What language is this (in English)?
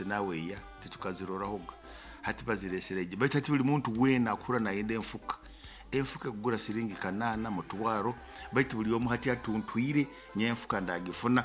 Nyoro